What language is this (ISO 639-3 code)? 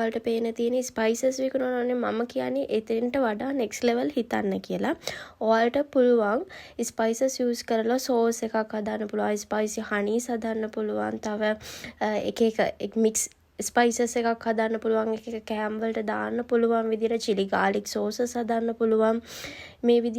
sin